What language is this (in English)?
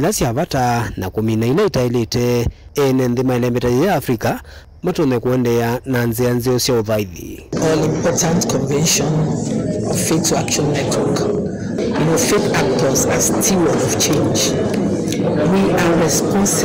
Kamba